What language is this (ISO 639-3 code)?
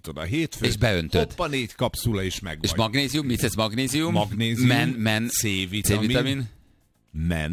hun